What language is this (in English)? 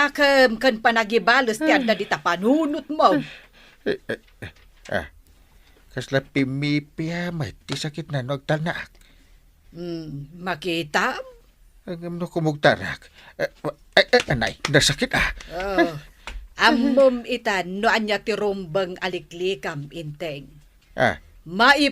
Iloko